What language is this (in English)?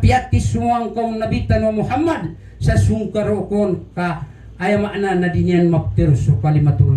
Maranao